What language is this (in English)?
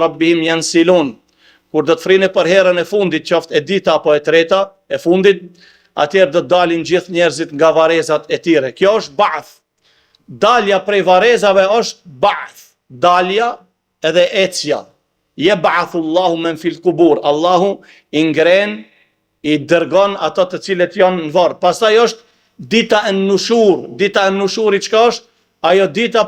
Albanian